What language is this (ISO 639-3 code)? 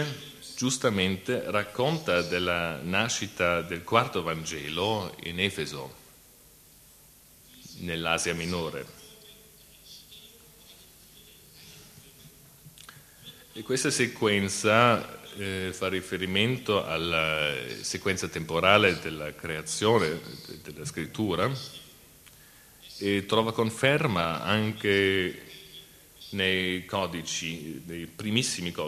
ita